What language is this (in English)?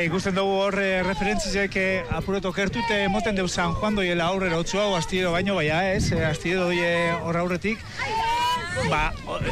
Basque